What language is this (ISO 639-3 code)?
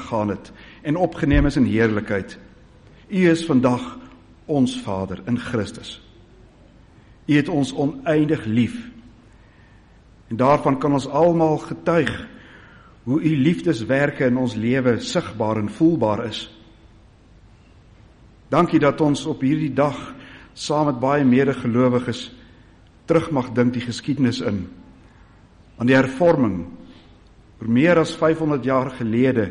afr